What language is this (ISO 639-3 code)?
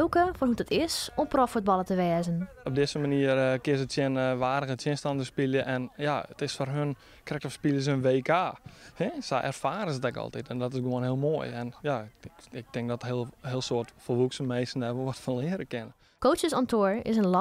fry